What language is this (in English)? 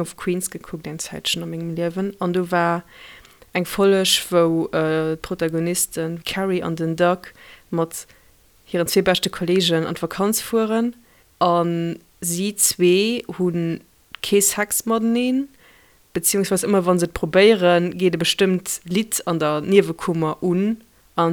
Luxembourgish